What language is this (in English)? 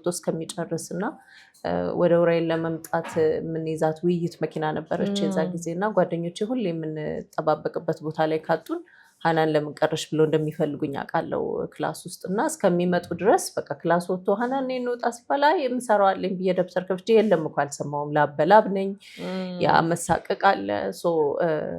Amharic